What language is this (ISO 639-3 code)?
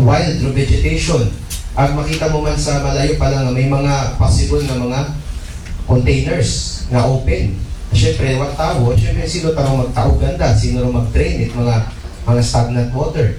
akl